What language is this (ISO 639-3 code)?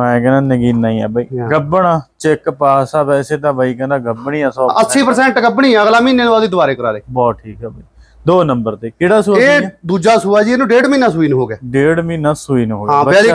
pan